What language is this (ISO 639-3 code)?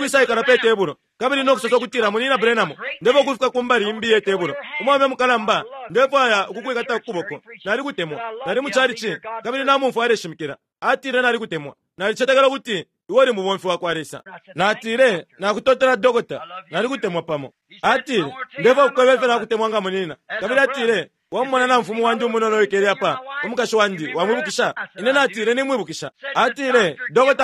bem